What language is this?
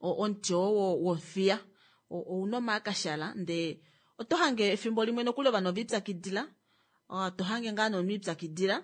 Kuanyama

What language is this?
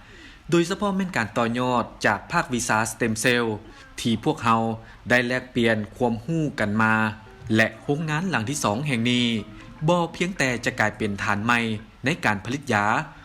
Lao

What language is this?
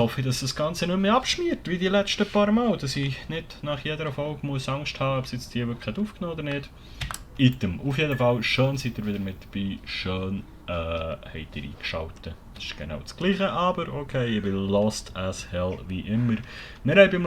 Swiss German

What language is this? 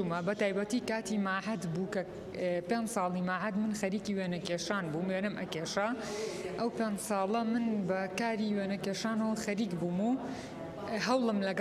Central Kurdish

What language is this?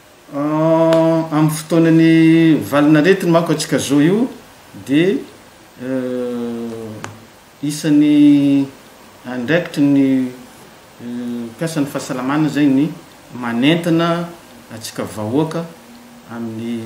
Malagasy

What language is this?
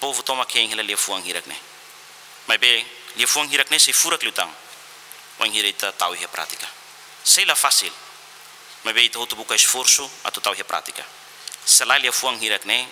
Tetum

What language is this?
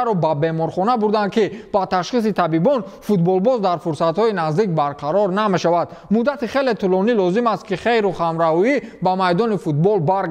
Tajik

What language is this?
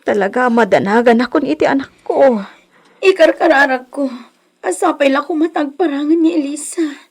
Iloko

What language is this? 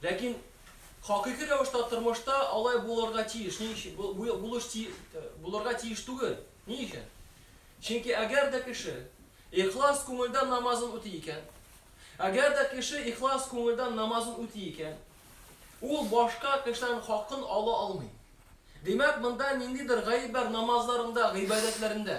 Tatar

